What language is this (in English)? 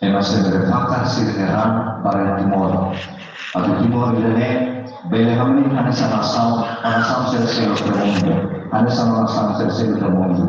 Tetum